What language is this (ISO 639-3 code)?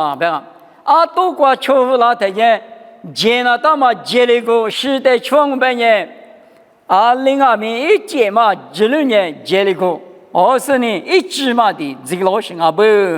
lis